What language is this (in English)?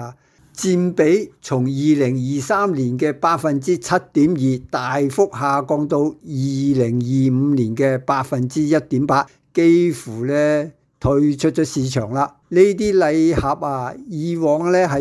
Cantonese